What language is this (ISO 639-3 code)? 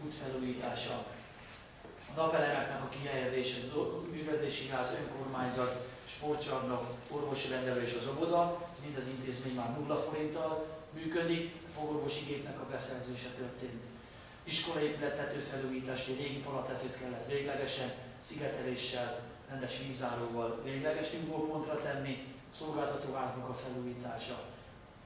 hun